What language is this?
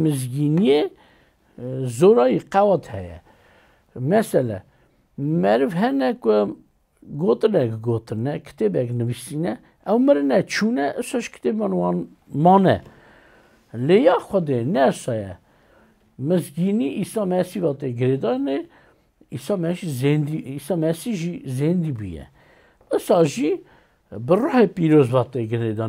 Kurdish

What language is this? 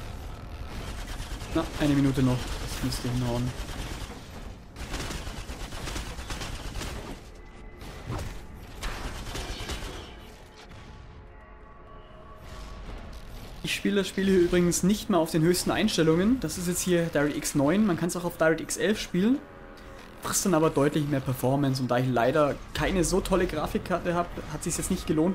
German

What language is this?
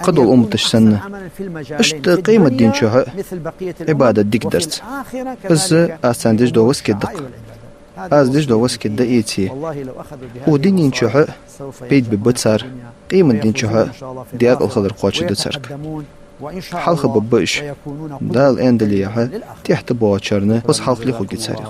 Ingush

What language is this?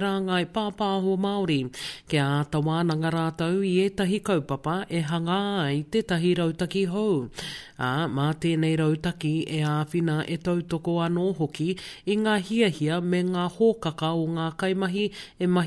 Māori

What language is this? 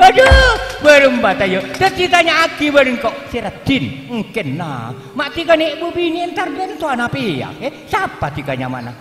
Madurese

